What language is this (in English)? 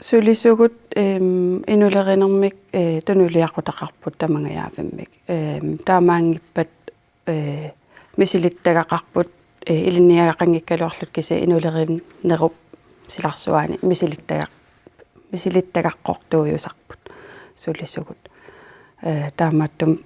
Kalaallisut